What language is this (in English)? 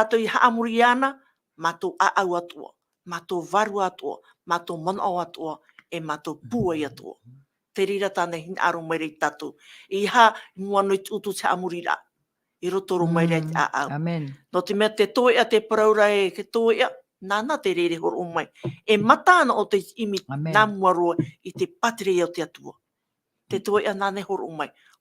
Tahitian